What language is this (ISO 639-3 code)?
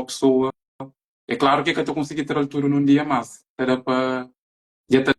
kea